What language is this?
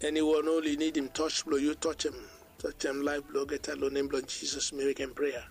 Bislama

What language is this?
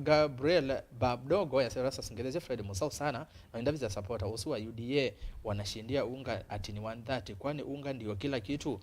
Kamba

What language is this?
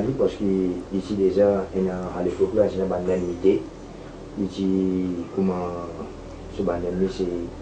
Morisyen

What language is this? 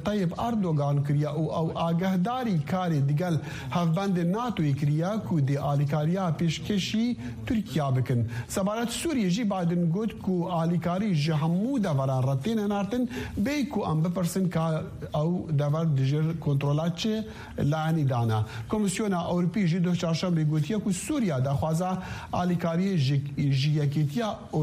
Kurdish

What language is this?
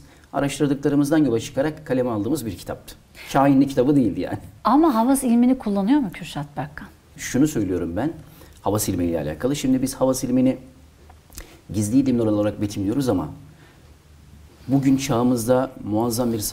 Turkish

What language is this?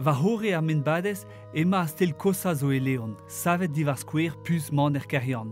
Breton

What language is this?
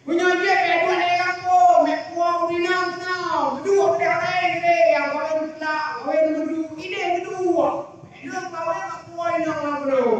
Achinese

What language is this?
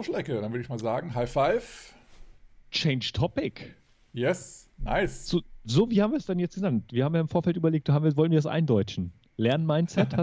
German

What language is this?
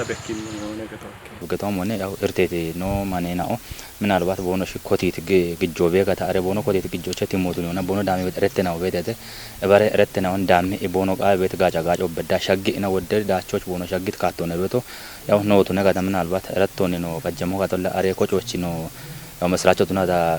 Kafa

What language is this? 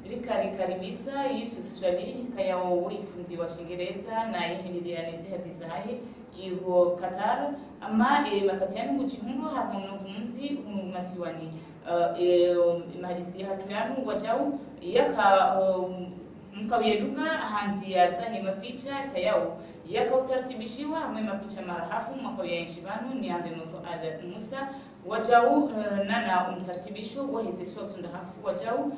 Ngazidja Comorian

